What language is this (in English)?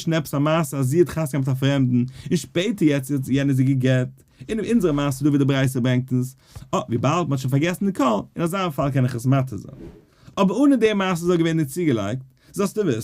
Yiddish